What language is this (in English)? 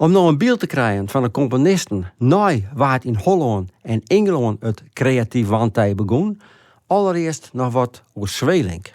Western Frisian